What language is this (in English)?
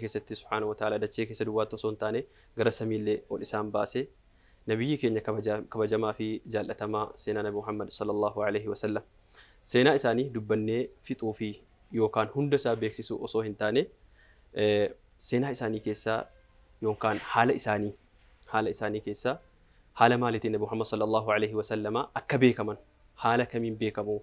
Oromo